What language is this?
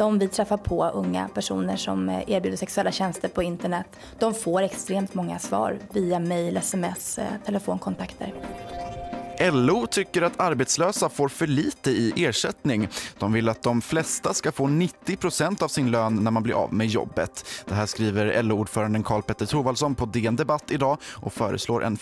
Swedish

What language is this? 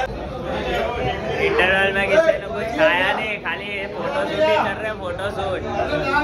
Hindi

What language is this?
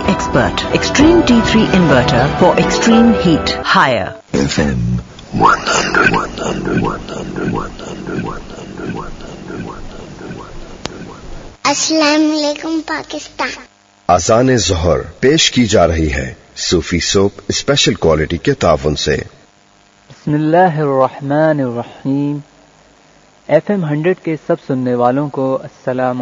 Urdu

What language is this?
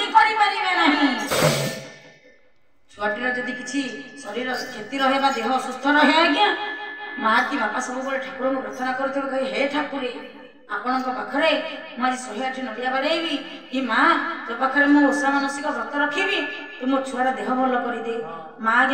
Odia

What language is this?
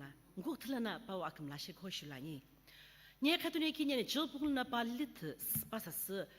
Sumi Naga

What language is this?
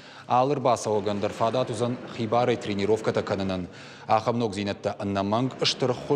Ossetic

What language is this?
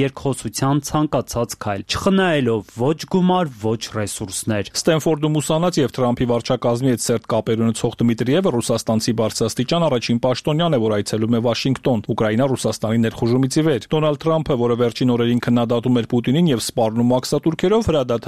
Armenian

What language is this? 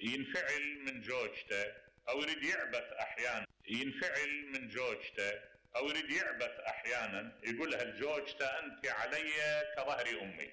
Mesopotamian Arabic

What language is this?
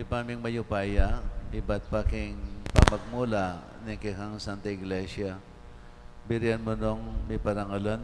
Pampanga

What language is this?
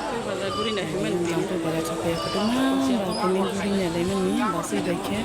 Kok Borok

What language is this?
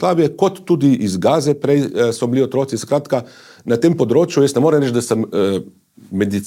Slovenian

